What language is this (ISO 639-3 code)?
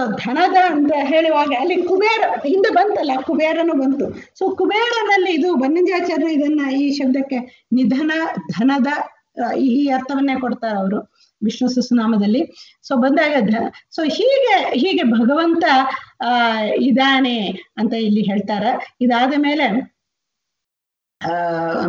kan